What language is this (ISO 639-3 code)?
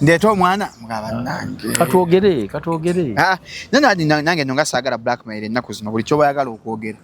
lug